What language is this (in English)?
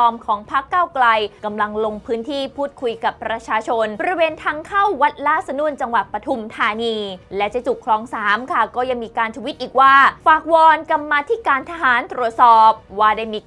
Thai